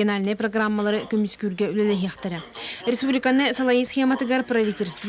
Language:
Yakut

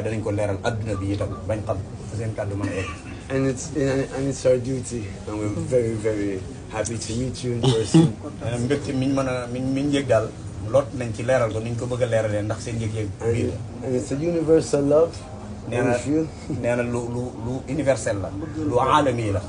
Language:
Wolof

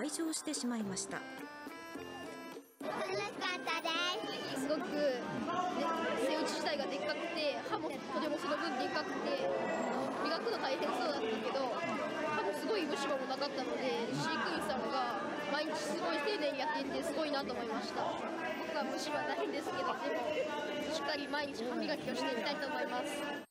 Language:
Japanese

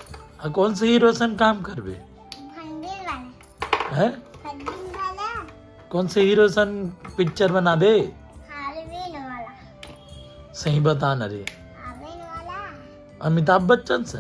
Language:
Chhattisgarhi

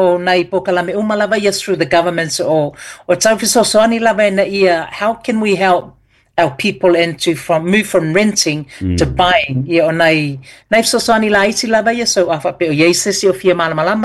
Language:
Samoan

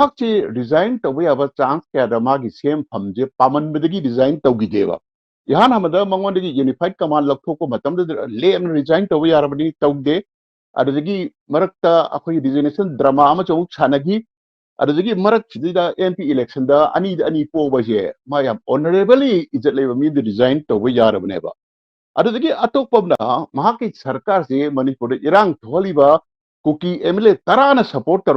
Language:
Manipuri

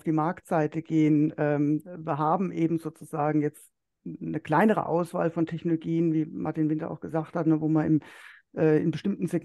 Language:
German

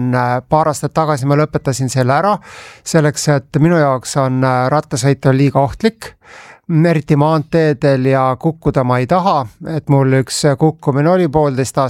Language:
Estonian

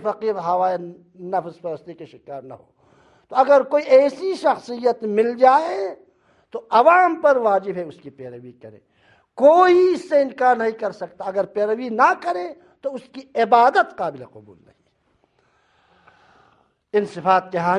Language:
Urdu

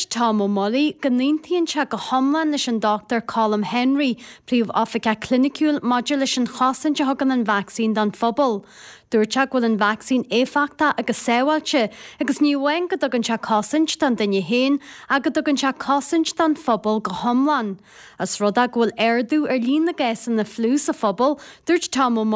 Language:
Irish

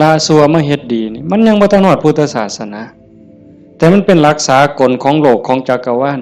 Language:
Northeastern Thai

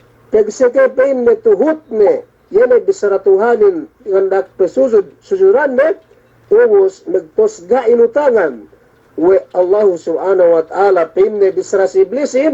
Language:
Yakan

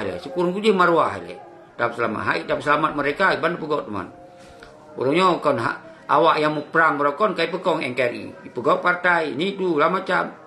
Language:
Achinese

